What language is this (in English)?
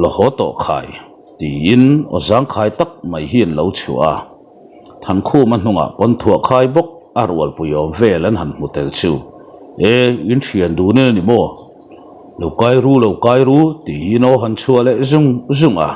Mizo